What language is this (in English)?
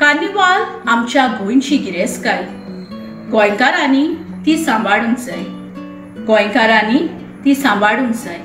Konkani